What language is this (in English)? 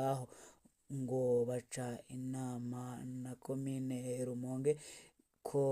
Rundi